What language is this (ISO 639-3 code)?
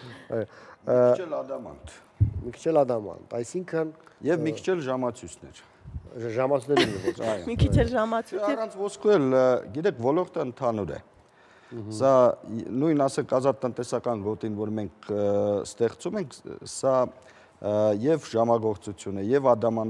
hye